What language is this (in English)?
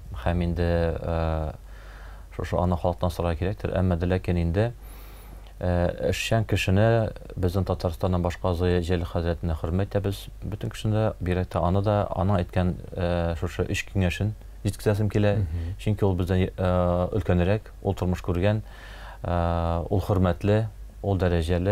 Tatar